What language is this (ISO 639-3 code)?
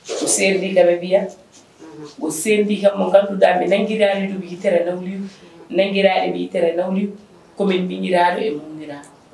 ful